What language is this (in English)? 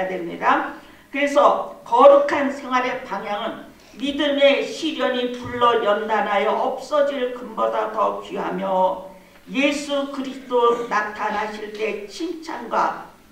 Korean